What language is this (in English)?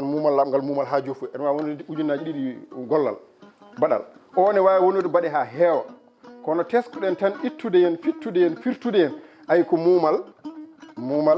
Fula